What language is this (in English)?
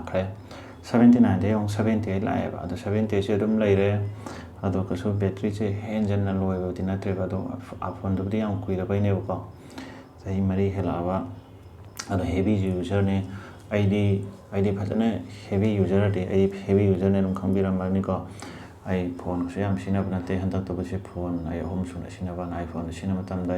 Manipuri